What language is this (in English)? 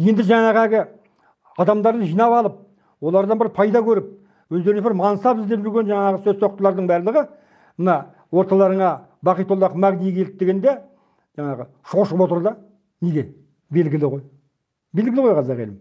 Kazakh